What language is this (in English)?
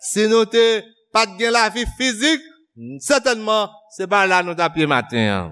Haitian Creole